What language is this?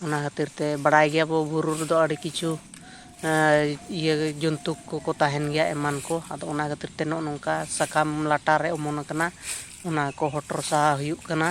Santali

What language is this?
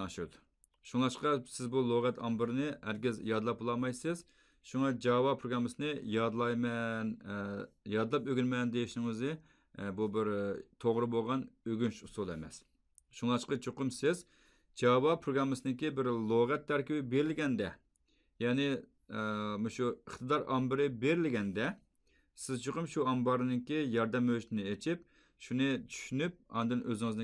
Uyghur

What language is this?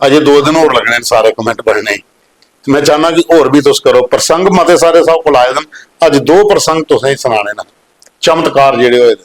Dogri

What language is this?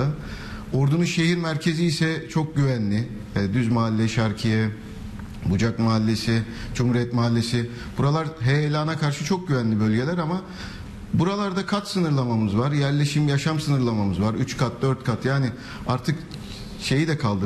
Turkish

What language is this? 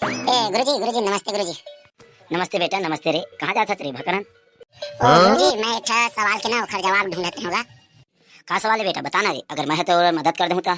Chhattisgarhi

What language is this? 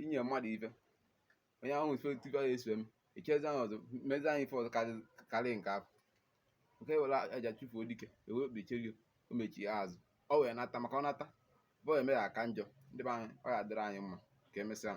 Igbo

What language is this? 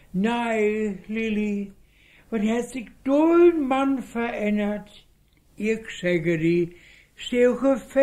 Westphalien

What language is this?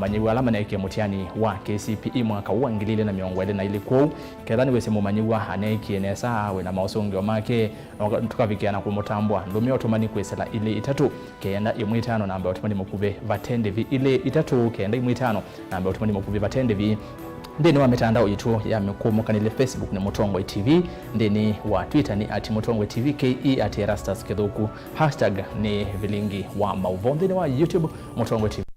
Kamba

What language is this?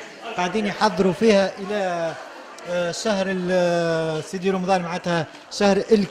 Tunisian Arabic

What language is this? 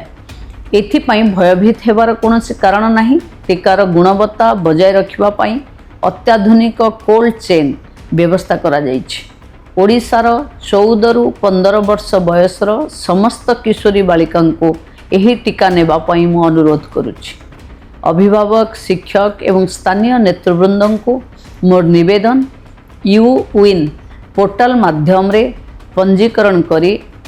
Odia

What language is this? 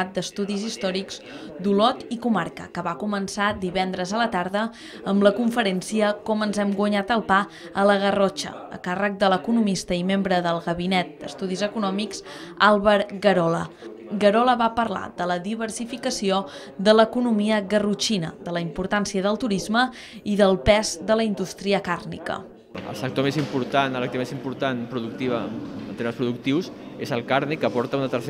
Catalan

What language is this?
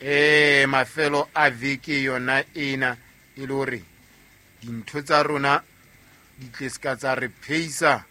Southern Sotho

